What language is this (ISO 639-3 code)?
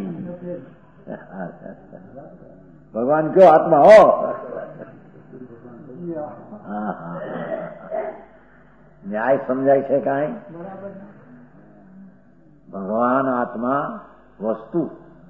guj